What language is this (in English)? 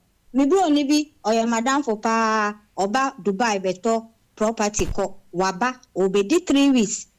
Akan